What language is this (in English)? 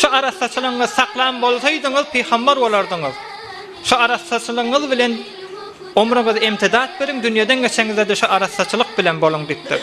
Turkmen